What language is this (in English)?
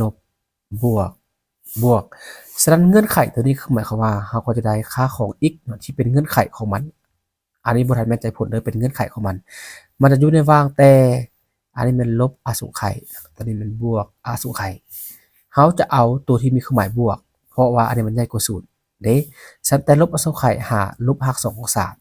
Lao